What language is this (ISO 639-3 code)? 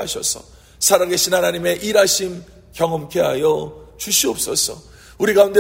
kor